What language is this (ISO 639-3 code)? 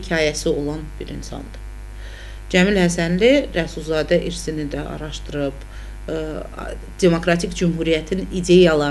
aze